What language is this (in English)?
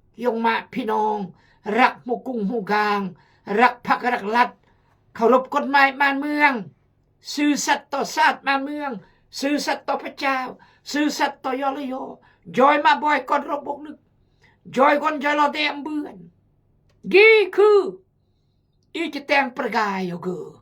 Khmu